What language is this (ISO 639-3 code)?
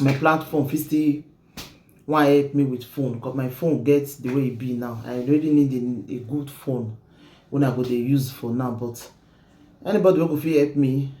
pcm